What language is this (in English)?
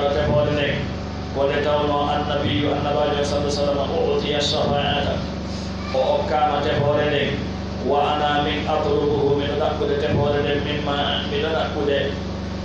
Pular